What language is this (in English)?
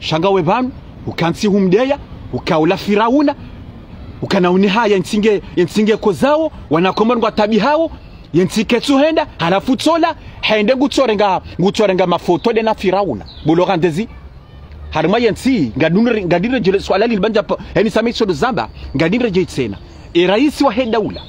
Ngazidja Comorian